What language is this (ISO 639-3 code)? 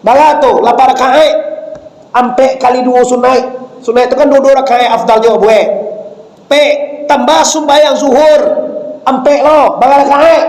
min